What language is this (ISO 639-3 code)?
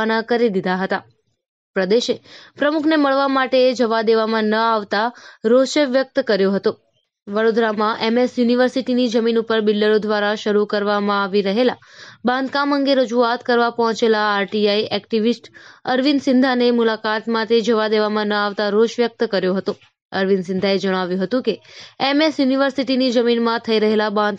guj